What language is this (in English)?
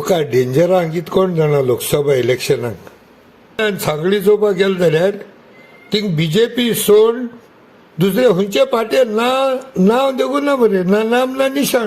Konkani